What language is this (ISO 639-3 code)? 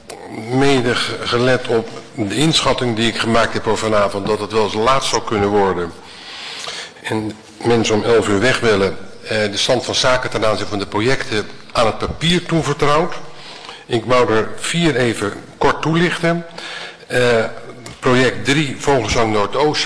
nld